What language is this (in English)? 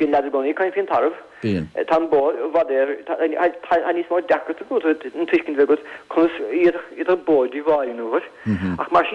Irish